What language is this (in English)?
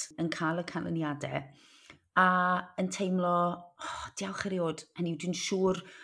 Welsh